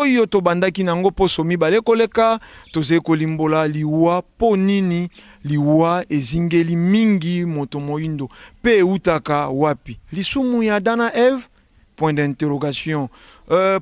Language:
Lingala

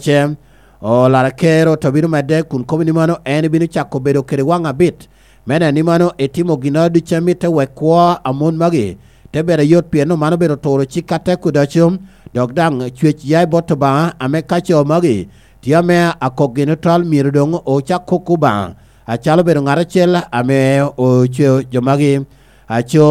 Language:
Lango (Uganda)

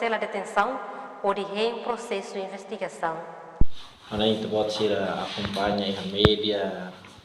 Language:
Tetum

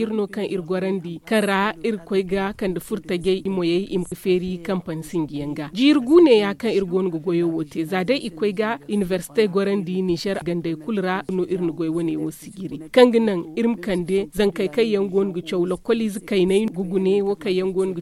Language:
Zarma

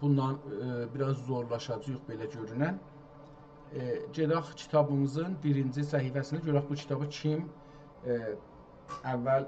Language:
South Azerbaijani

